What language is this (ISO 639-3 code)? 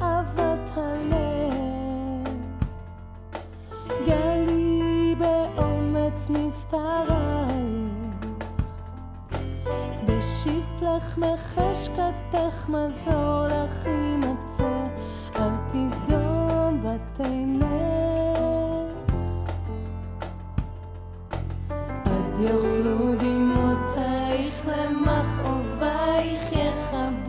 heb